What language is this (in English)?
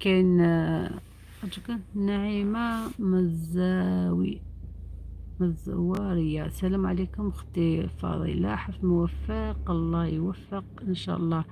Algerian Arabic